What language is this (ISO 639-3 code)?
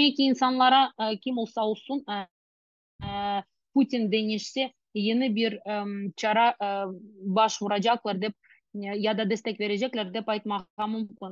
crh